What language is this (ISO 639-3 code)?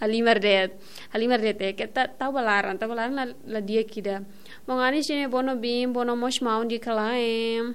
tet